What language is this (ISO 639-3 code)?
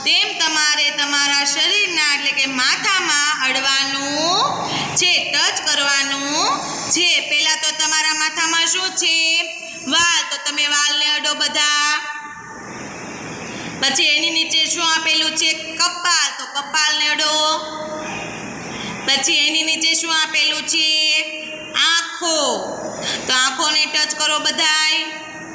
guj